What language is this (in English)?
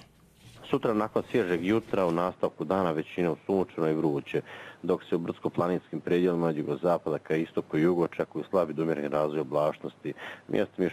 Bosnian